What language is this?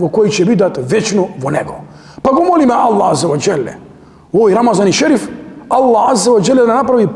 Macedonian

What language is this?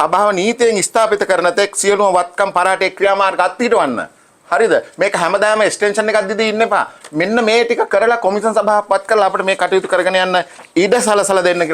Sinhala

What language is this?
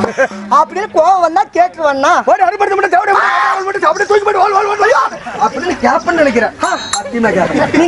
Tamil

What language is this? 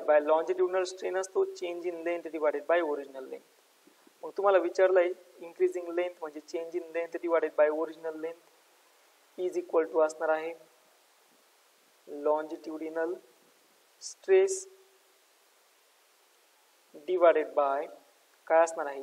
Marathi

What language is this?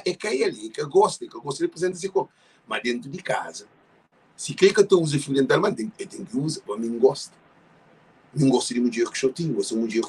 Kabuverdianu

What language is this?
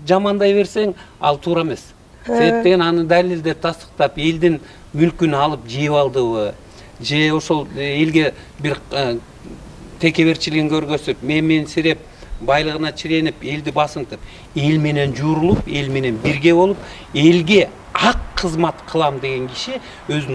Kyrgyz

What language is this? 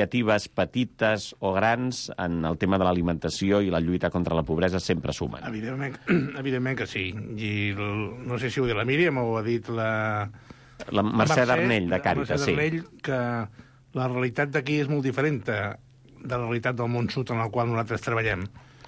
Catalan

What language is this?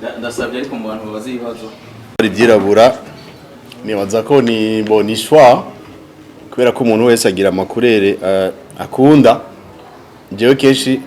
Rundi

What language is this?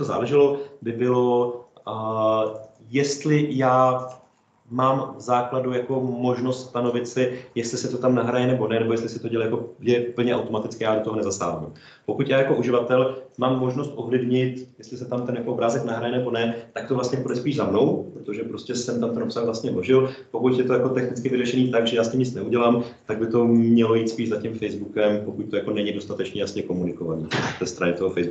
Czech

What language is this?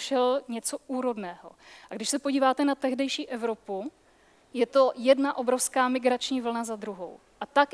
Czech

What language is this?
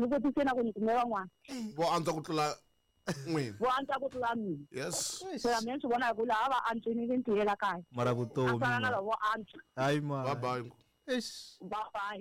Tsonga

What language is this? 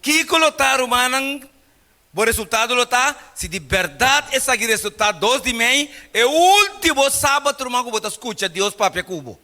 Papiamento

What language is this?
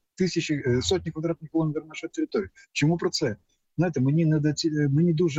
Ukrainian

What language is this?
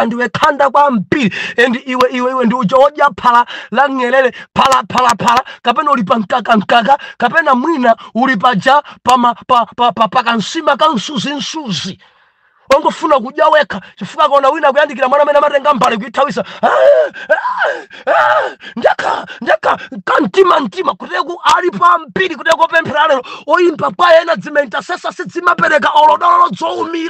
Nyanja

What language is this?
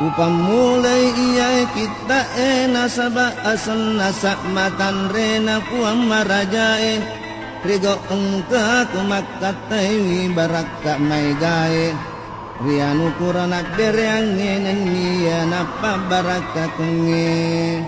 Buginese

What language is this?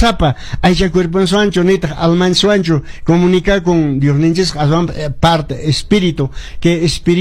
Quechua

